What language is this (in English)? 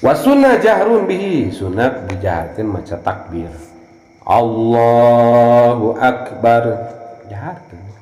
Sundanese